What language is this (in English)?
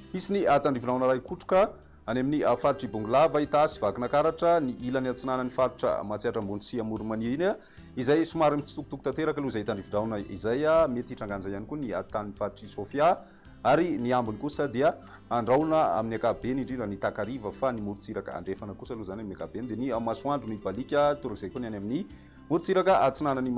Malagasy